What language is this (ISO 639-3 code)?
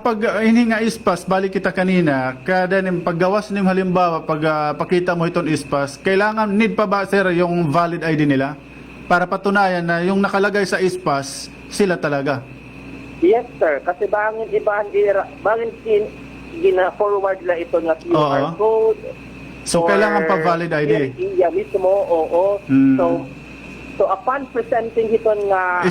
war